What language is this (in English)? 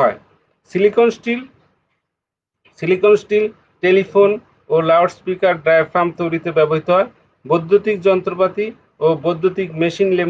Bangla